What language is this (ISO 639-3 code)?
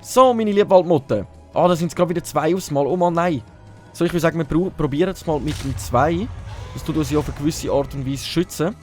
gsw